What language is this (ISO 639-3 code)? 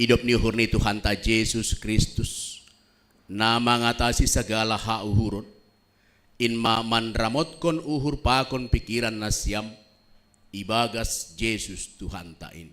bts